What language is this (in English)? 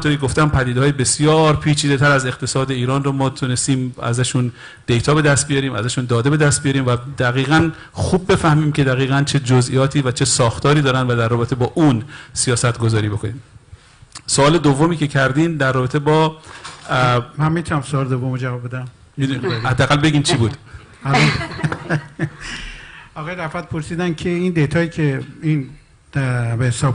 Persian